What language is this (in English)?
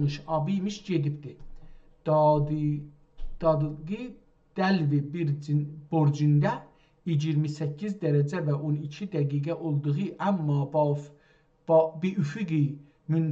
South Azerbaijani